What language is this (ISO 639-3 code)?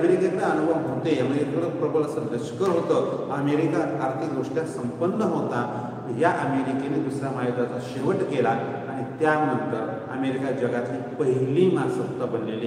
mar